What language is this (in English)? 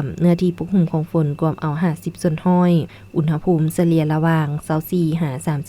Lao